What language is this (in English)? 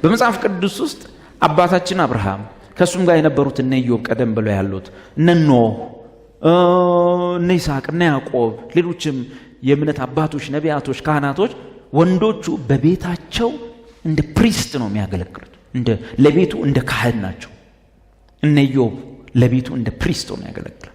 Amharic